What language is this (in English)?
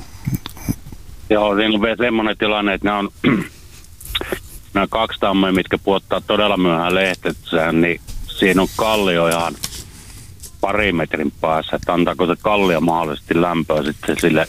Finnish